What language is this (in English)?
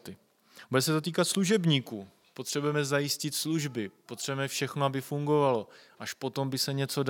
Czech